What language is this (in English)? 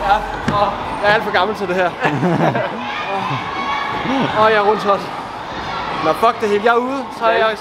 Danish